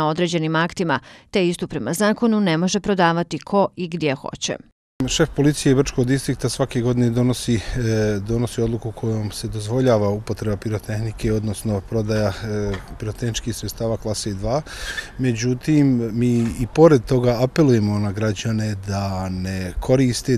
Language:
Bosnian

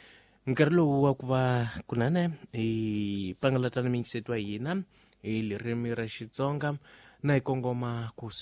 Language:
Tsonga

